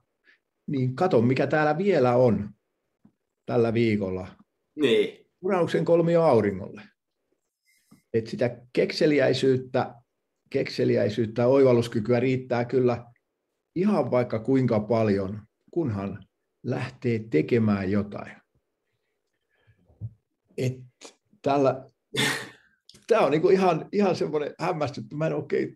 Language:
Finnish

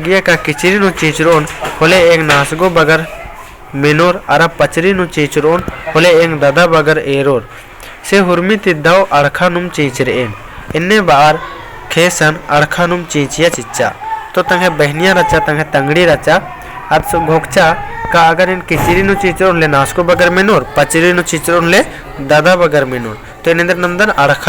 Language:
Kurukh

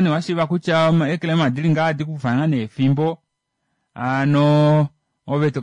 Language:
Kuanyama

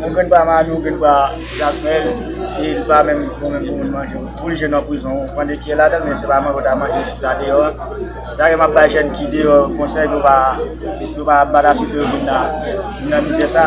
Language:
Haitian Creole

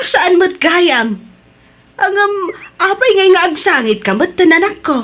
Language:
Iloko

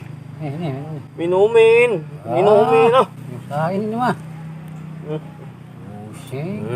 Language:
Betawi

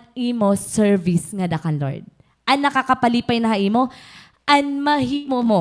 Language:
Waray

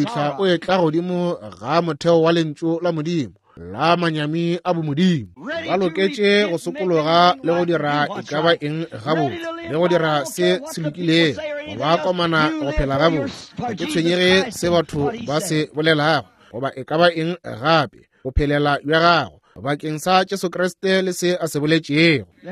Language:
Northern Sotho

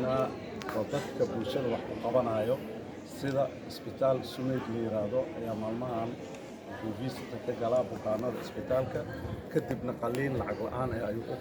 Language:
Somali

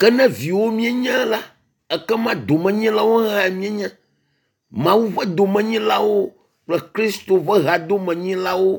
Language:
Ewe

